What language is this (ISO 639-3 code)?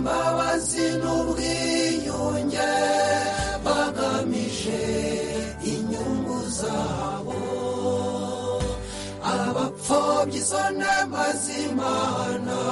kin